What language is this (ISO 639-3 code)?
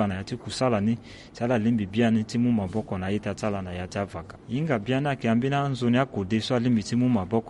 sag